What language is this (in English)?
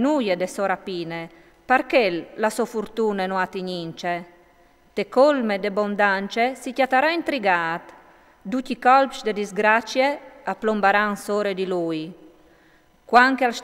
Friulian